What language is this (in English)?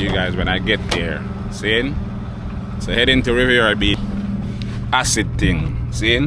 Jamaican Creole English